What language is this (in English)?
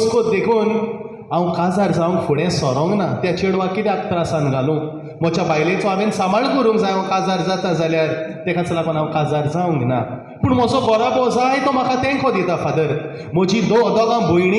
Konkani